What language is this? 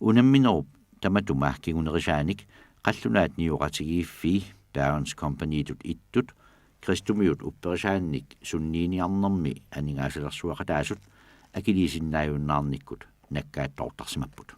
Kalaallisut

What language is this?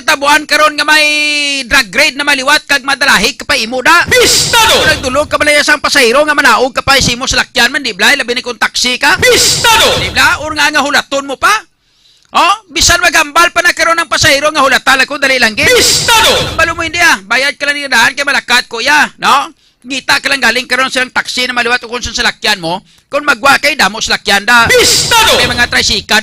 Hiligaynon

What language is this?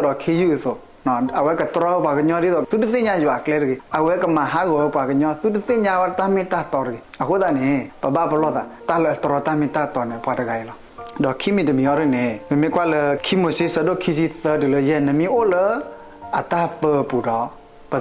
S'gaw Karen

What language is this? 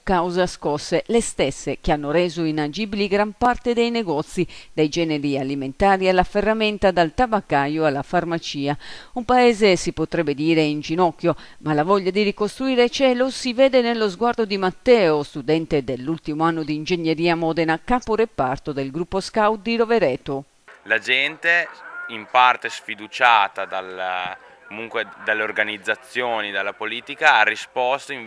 Italian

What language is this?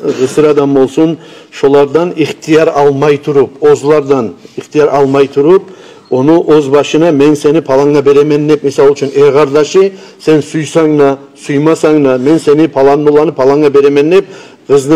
Kumyk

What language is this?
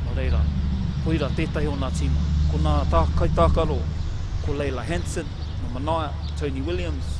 Māori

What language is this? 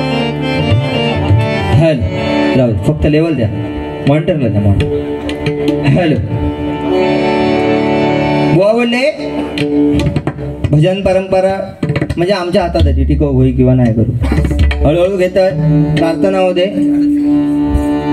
Marathi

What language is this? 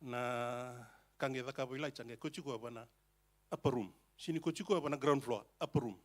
Fijian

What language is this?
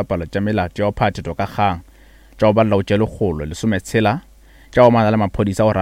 Northern Sotho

